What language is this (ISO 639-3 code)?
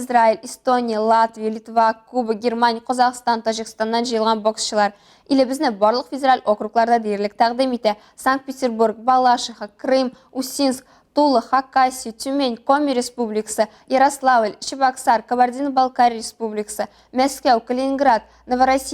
tat